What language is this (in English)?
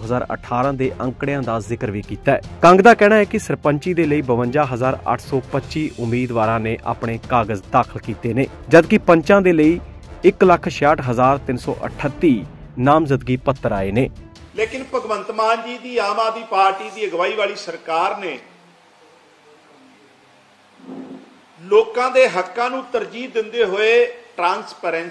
Punjabi